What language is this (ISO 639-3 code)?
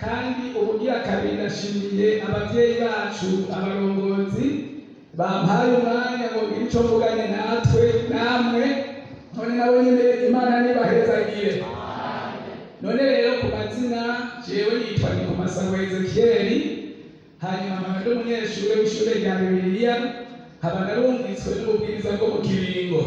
run